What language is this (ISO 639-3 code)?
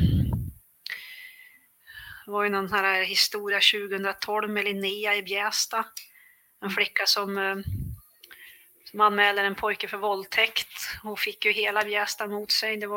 swe